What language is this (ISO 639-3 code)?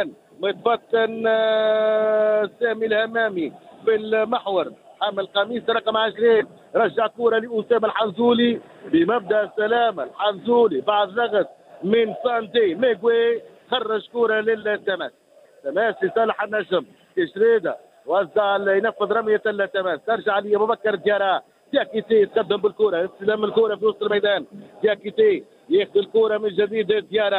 aeb